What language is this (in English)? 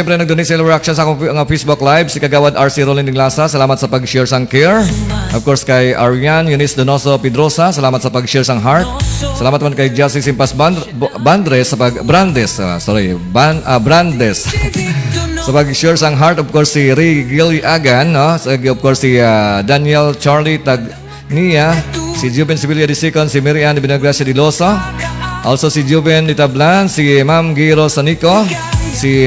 Hiligaynon